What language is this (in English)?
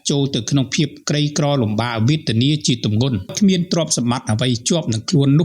Khmer